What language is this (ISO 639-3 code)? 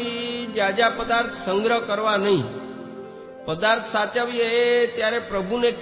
guj